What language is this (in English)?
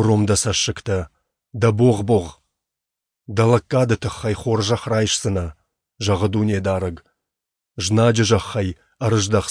Ossetic